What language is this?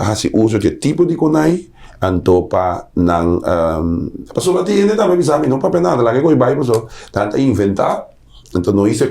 Papiamento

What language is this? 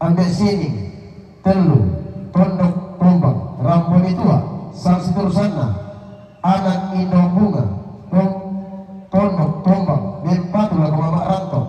Toraja-Sa'dan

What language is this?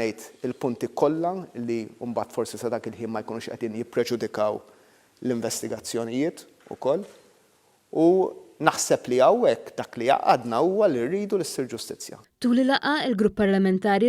Maltese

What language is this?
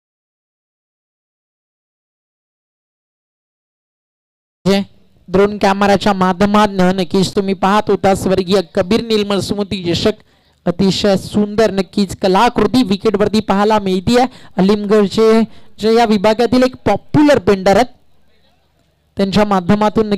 Marathi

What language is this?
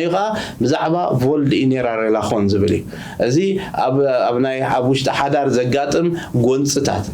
Tigrinya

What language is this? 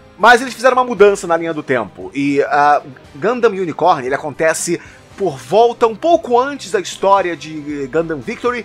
Portuguese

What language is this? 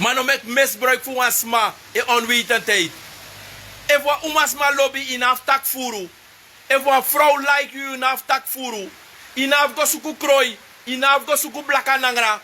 Sranan Tongo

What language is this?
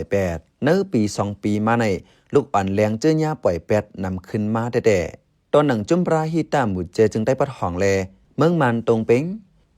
Shan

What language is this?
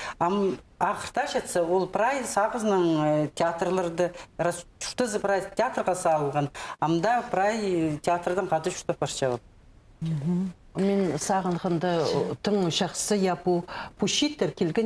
Khakas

